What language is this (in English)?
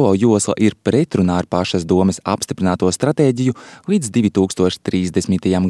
Latvian